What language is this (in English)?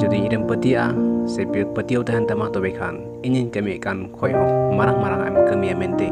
Santali